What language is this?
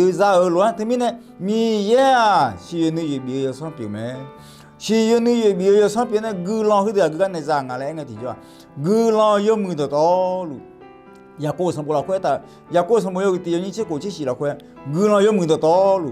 Akha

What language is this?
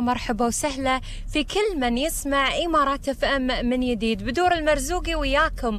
Gulf Arabic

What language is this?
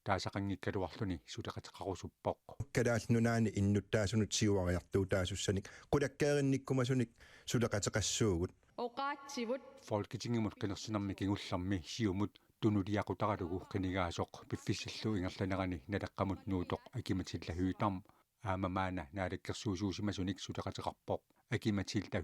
Kalaallisut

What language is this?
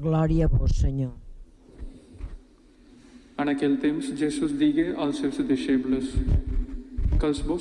Catalan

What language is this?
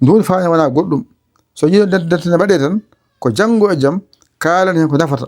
Fula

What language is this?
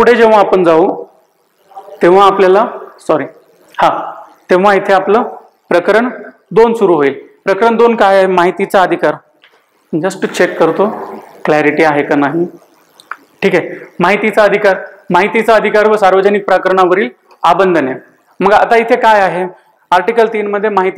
Marathi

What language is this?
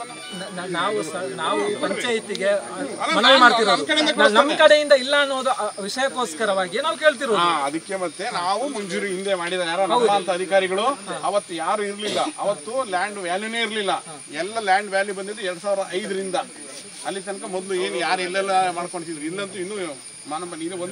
Kannada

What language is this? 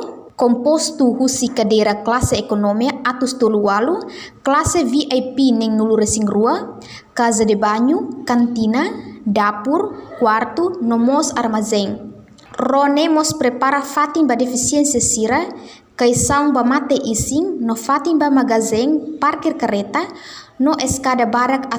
Tetum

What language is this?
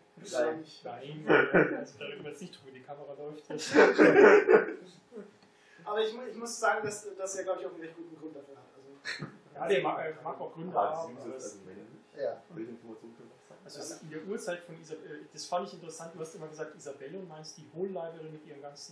German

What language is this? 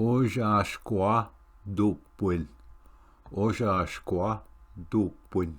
Ojibwa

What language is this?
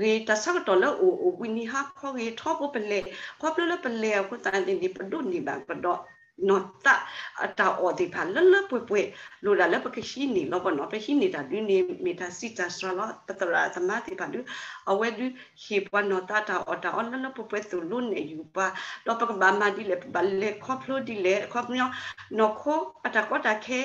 S'gaw Karen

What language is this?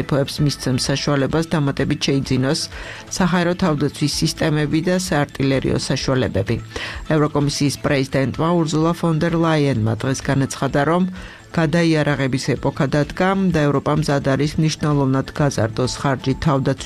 Georgian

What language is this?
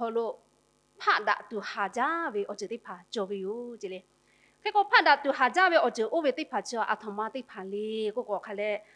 Lahu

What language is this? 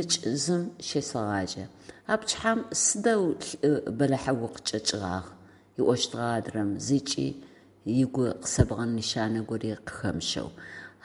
Adyghe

